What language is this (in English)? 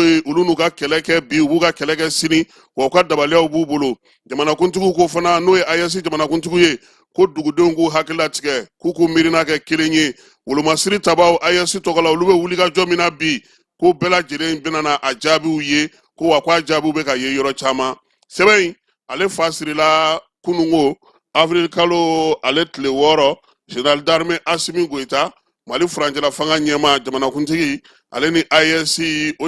Bambara